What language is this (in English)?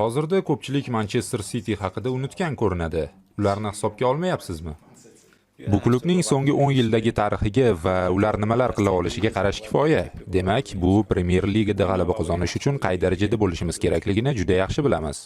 Uzbek